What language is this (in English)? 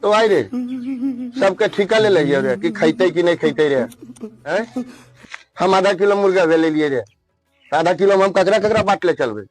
Magahi